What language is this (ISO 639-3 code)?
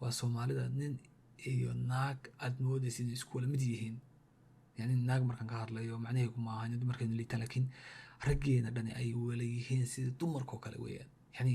som